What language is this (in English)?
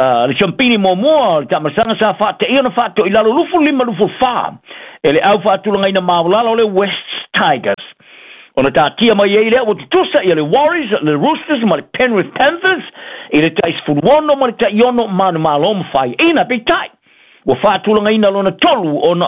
Samoan